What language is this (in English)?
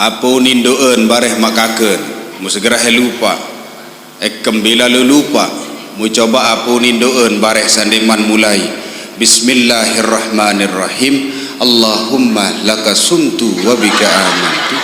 Sasak